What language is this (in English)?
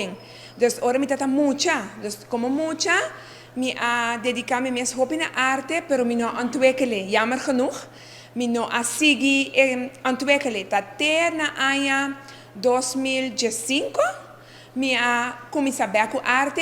Papiamento